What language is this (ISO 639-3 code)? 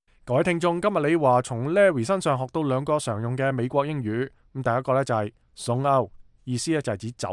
yue